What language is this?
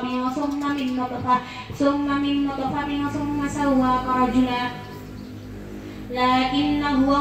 Arabic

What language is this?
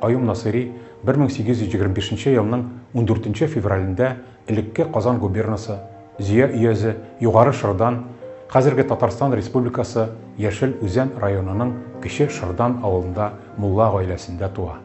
Tatar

